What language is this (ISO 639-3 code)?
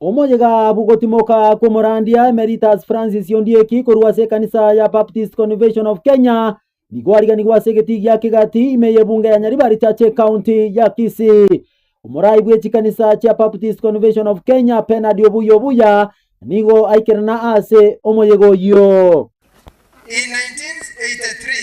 guz